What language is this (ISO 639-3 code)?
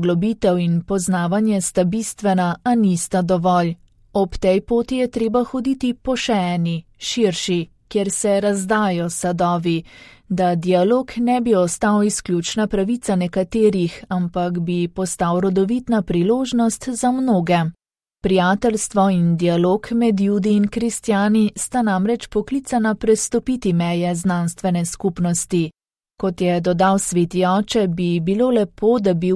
slv